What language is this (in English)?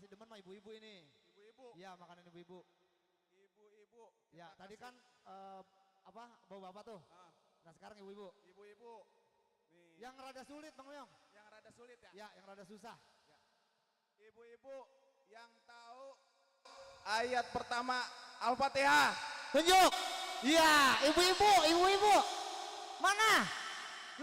Betawi